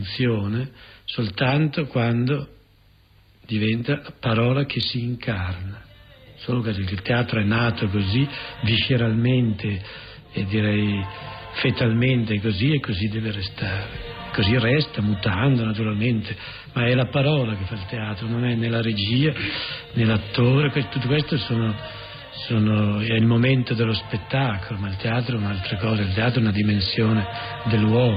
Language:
Italian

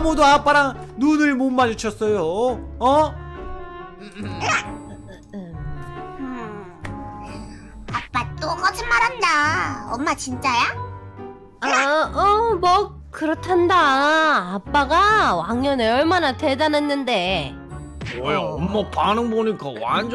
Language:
Korean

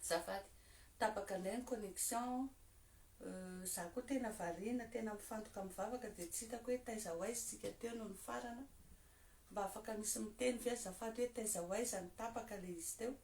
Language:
Malagasy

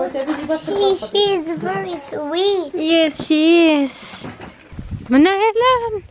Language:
Kurdish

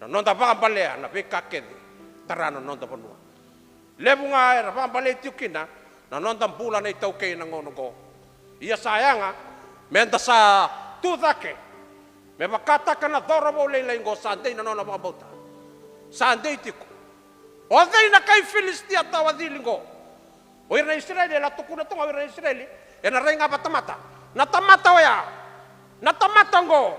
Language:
Fijian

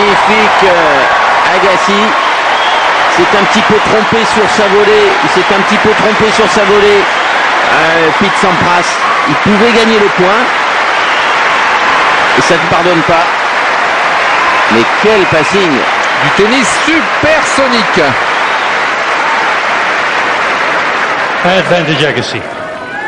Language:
French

